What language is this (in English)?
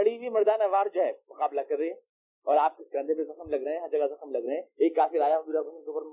Urdu